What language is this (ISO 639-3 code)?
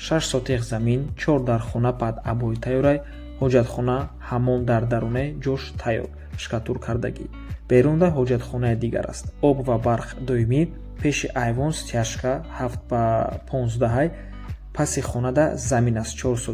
tgk